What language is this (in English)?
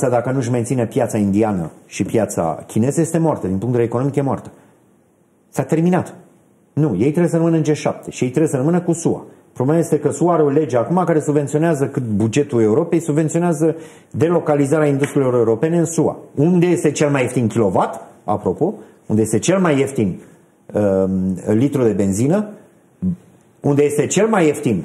Romanian